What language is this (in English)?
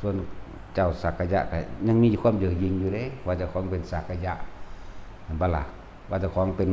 Northeastern Thai